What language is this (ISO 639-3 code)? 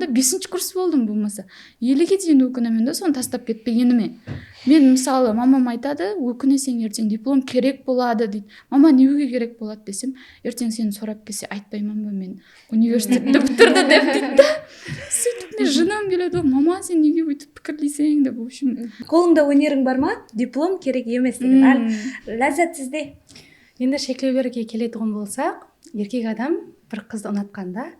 kaa